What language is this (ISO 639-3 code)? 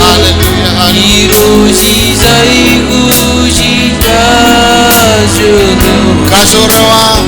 mah